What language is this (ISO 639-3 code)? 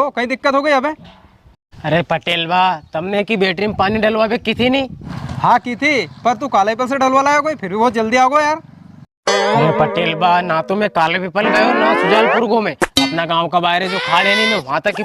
raj